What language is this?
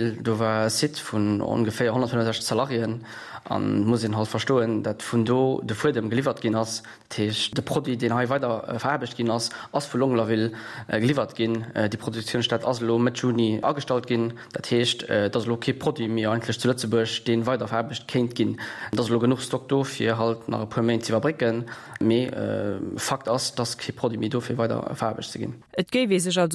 Luxembourgish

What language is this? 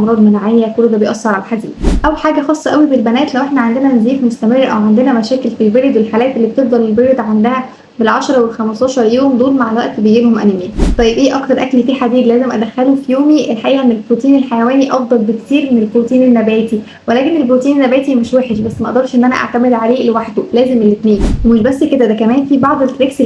Egyptian Arabic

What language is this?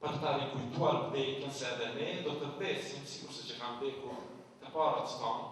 Albanian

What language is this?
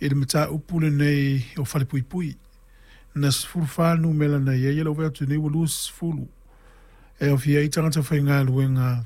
Samoan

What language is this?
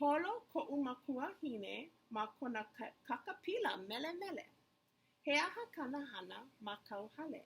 Hawaiian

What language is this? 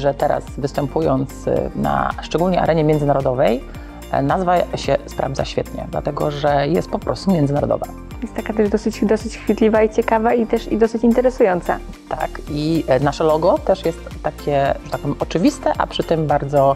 Polish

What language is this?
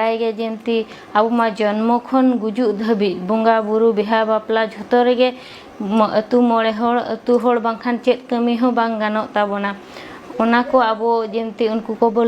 Santali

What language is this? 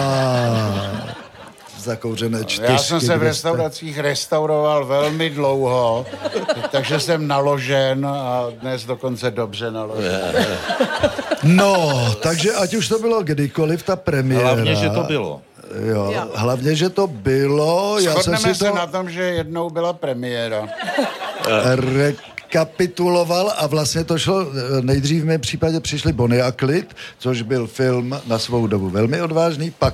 Czech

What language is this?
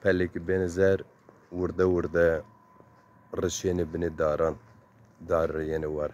Zaza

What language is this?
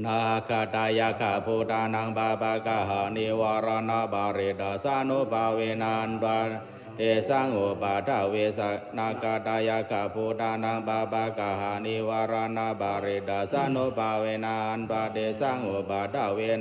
Pali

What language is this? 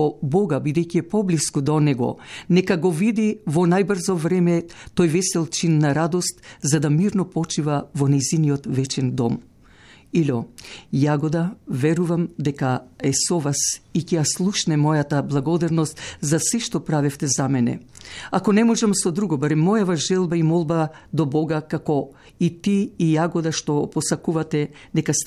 Macedonian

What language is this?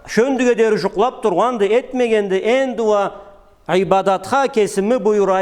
Karachay-Balkar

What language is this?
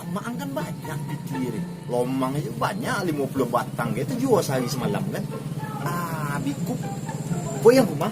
Minangkabau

